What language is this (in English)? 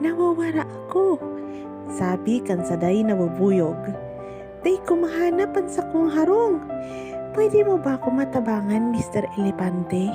Bikol